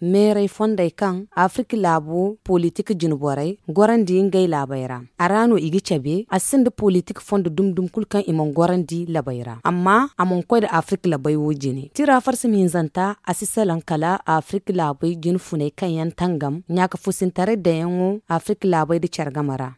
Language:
Zarma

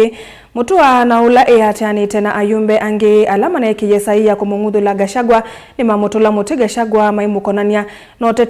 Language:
Kamba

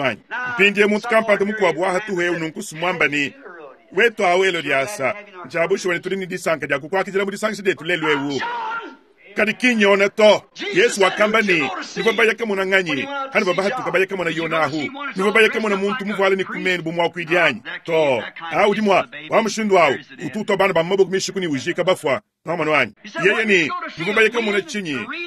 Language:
Luba-Lulua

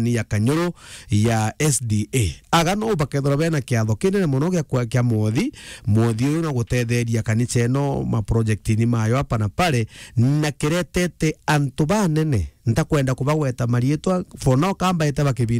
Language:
Meru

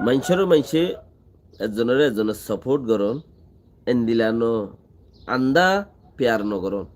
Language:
Rohingya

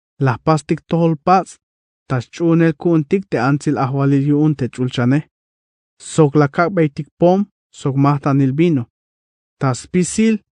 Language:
Tzeltal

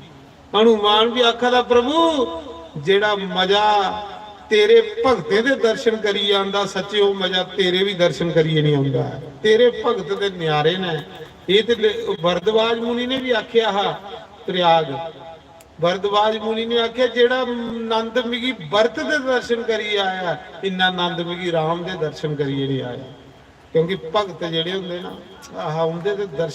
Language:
Dogri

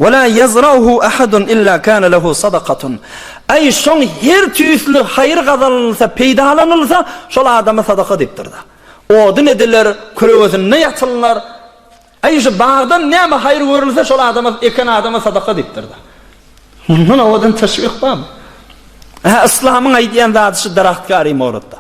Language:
Turkmen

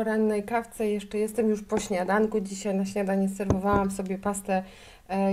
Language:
Polish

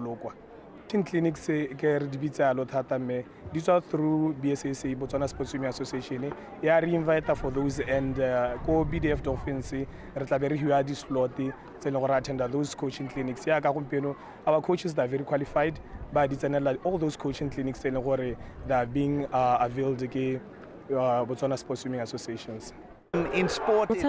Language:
Tswana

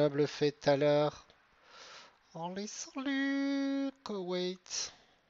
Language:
French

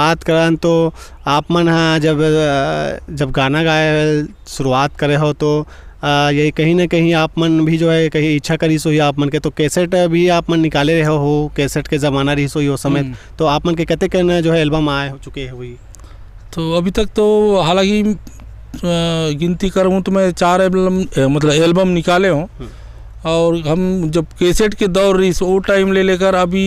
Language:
Chhattisgarhi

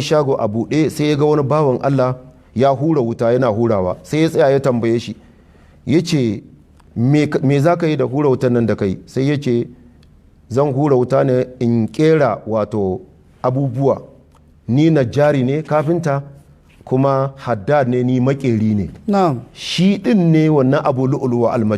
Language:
Hausa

